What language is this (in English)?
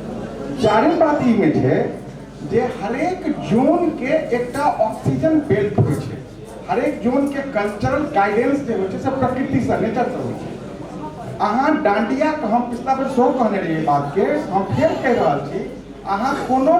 Maithili